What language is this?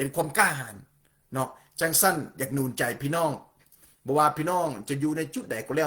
Lao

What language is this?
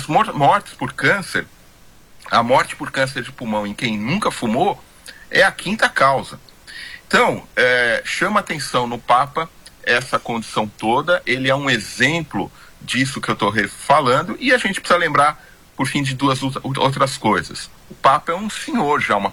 Portuguese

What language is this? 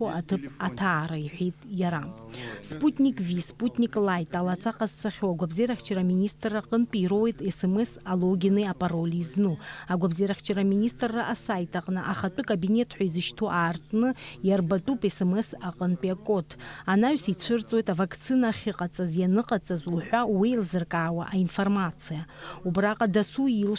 Abkhazian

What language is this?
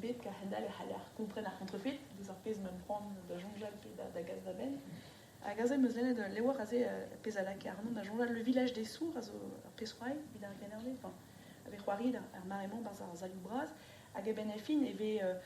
Breton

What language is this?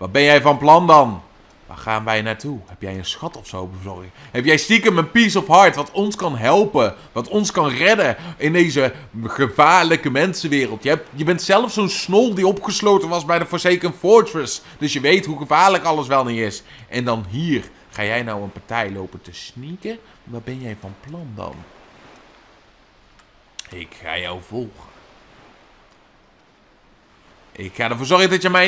Dutch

